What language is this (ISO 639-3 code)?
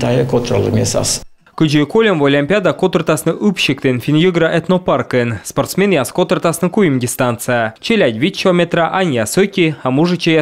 kom